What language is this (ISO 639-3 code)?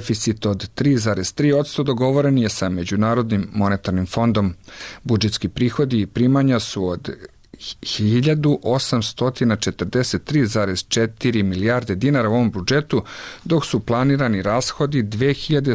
srp